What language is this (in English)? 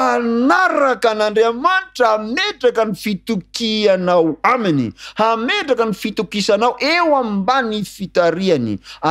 Malagasy